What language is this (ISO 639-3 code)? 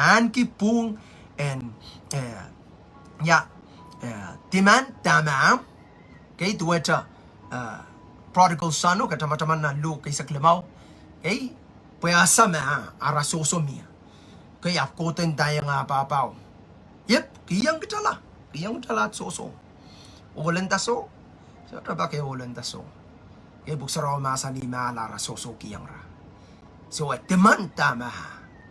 pon